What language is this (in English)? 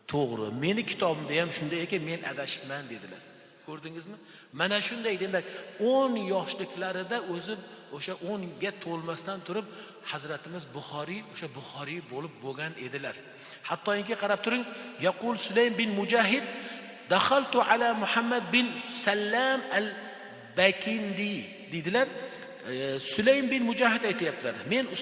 Uzbek